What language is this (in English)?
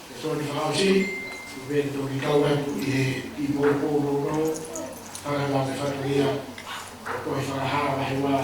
Tongan